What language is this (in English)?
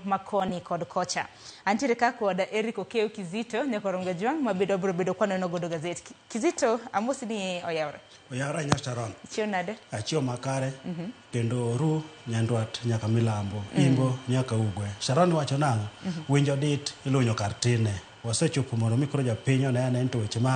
Luo (Kenya and Tanzania)